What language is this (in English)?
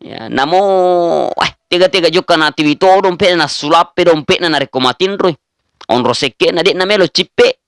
Buginese